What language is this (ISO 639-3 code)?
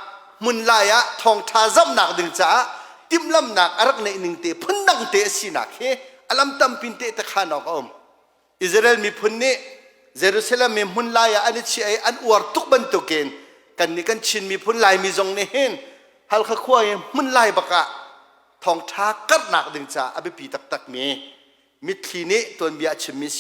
cnh